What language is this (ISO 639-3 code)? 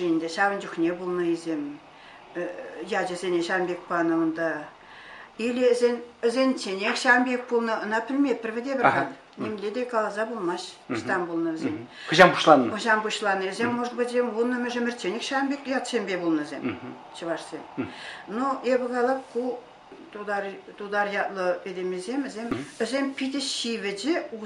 chv